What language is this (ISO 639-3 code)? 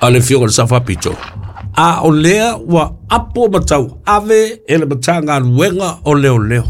smo